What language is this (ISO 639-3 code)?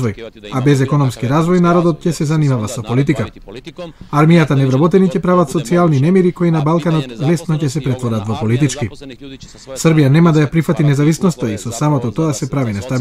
mkd